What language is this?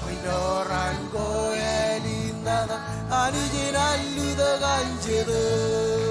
Marshallese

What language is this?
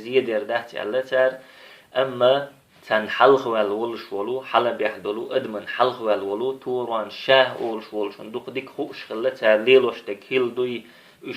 Chechen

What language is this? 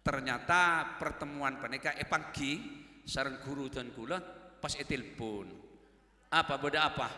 Madurese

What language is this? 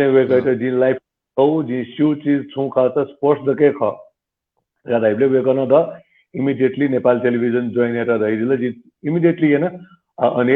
Newari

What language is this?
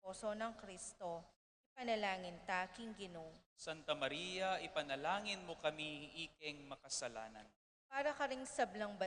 Pampanga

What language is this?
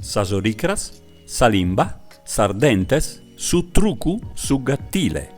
Sardinian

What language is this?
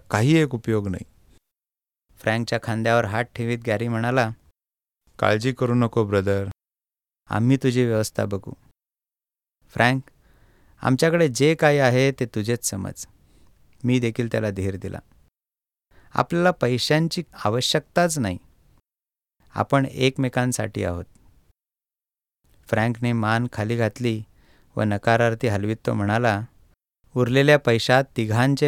Marathi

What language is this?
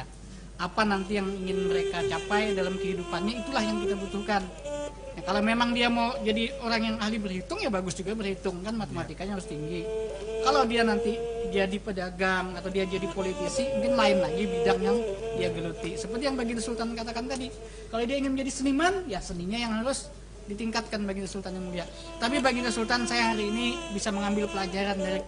Banjar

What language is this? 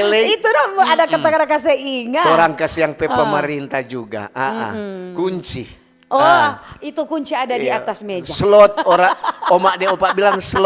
Manado Malay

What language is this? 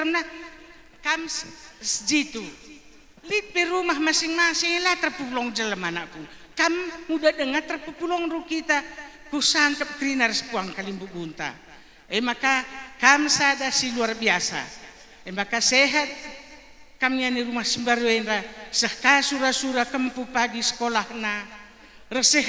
Batak Karo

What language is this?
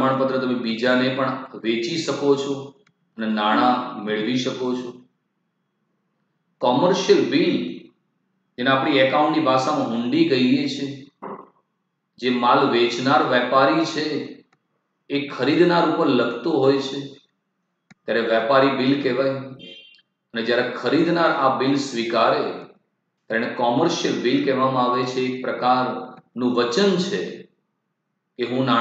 Gujarati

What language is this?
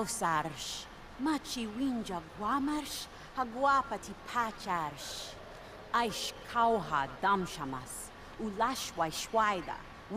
Swiss German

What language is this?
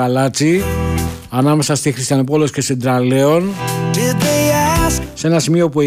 Greek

